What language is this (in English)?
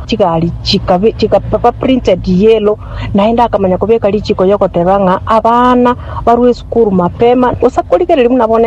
Gusii